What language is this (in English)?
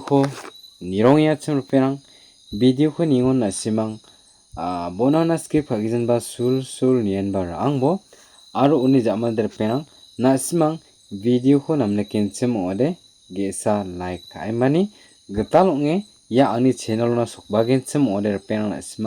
Garo